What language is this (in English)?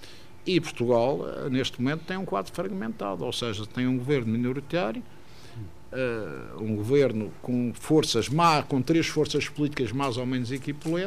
Portuguese